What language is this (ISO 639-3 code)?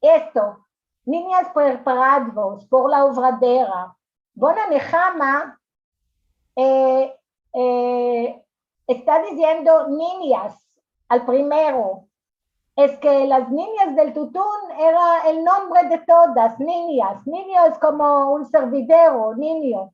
lad